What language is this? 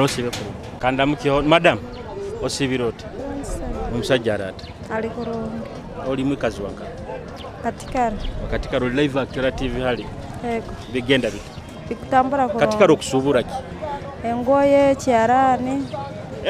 Nyoro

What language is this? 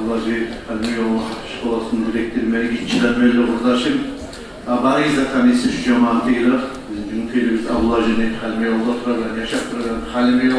Kumyk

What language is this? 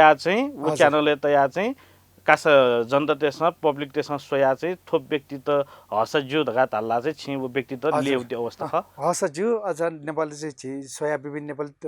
Newari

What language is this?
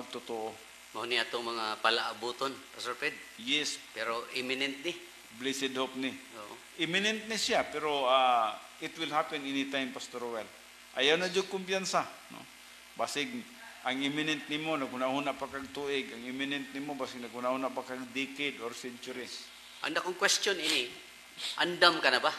Cebuano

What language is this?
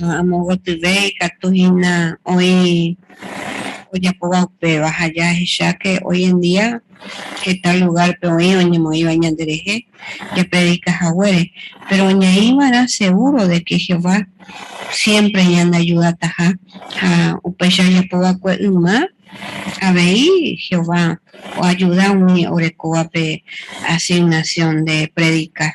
Guarani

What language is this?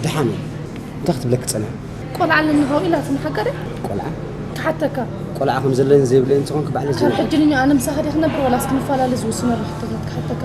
Tigrinya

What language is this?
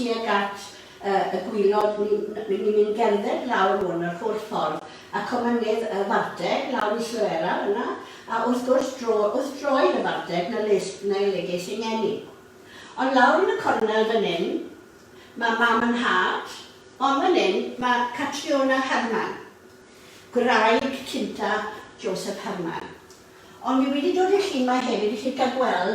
Welsh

